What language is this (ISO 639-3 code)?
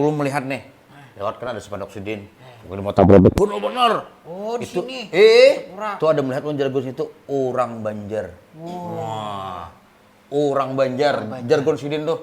bjn